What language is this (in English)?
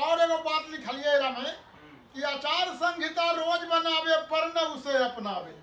Magahi